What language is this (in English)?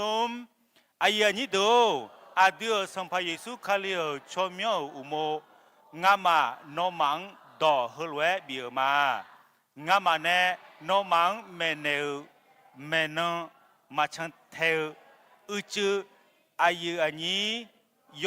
Akha